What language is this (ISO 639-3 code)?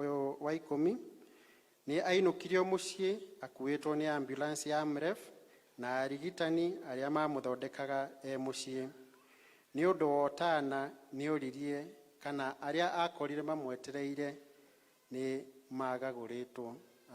kik